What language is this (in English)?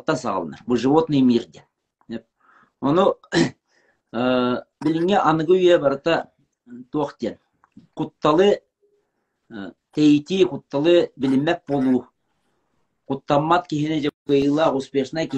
Yakut